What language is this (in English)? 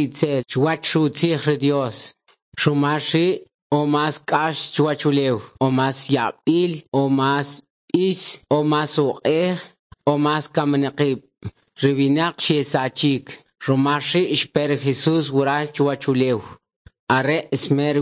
Kʼicheʼ